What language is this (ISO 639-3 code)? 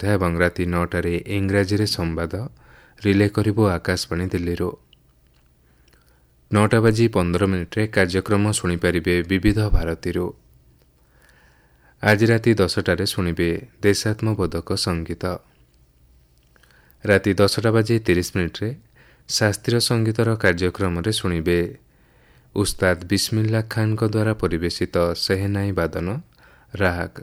ori